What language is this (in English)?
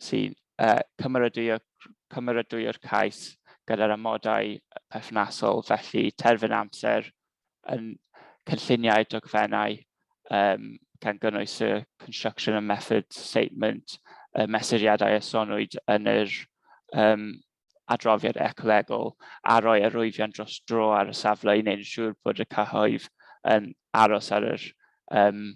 Welsh